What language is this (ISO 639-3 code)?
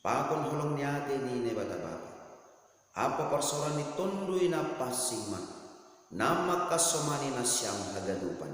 bts